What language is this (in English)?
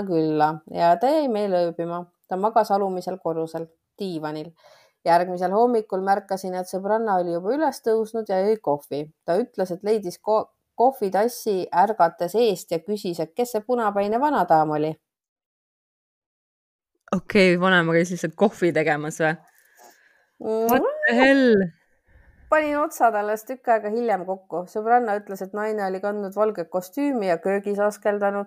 Estonian